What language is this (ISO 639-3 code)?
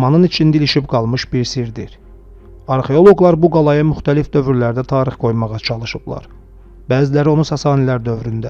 aze